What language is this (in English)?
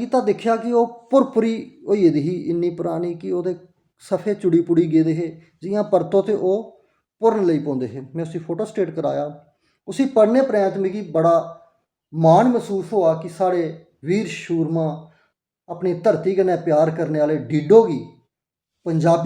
Dogri